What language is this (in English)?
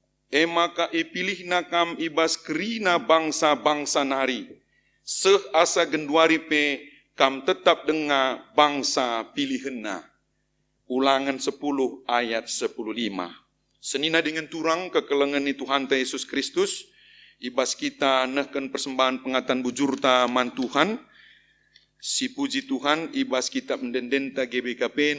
Batak Karo